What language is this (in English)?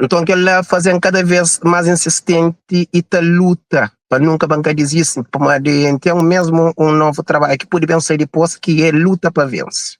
Kabuverdianu